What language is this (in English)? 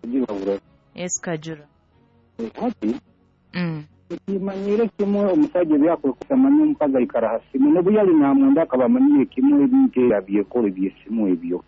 Nyoro